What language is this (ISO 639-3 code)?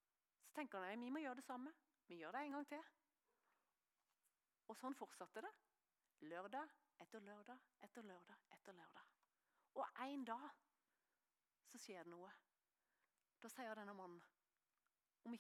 nor